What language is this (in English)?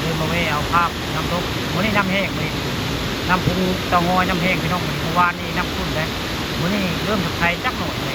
Northeastern Thai